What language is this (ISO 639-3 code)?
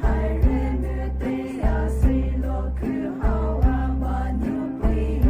pmx